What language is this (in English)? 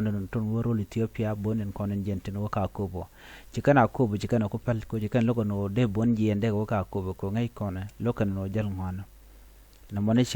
Nuer